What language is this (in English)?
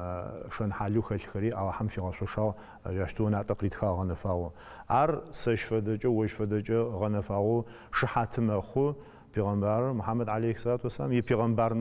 Adyghe